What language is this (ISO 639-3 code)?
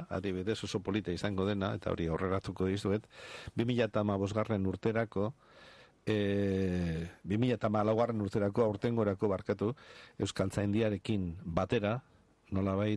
eus